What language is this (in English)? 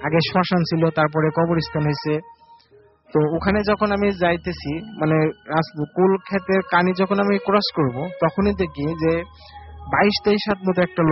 Bangla